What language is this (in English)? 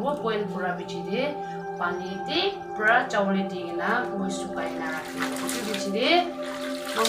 Naga Pidgin